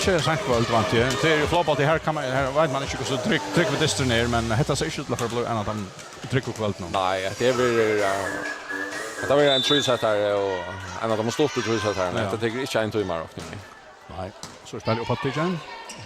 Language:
Faroese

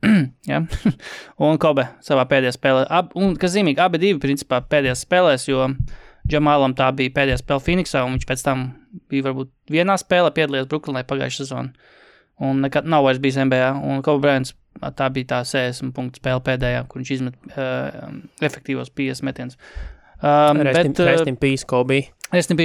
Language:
Latvian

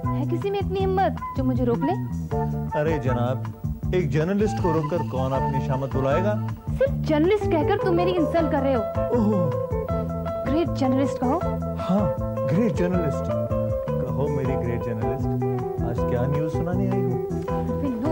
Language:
Hindi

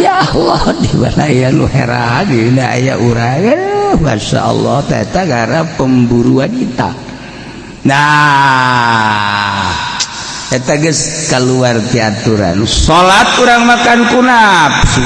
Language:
Sundanese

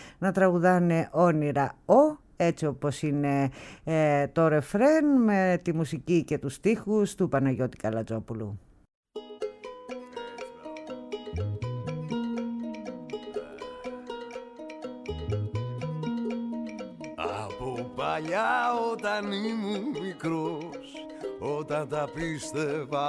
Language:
Greek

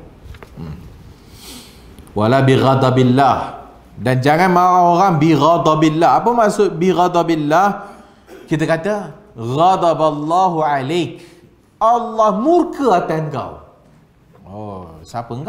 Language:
Malay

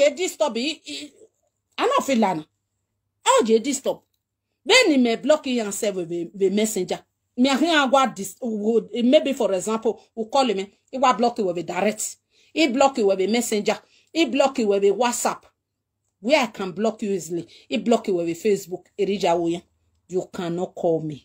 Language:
Nigerian Pidgin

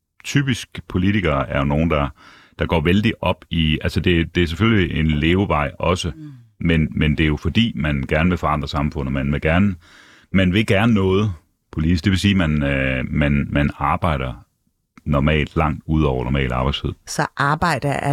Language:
Danish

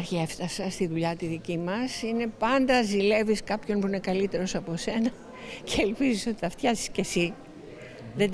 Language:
Greek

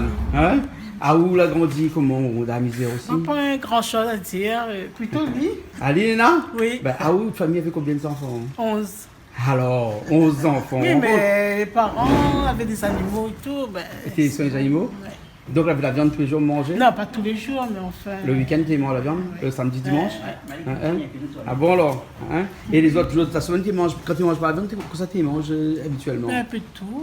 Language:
Réunion Creole French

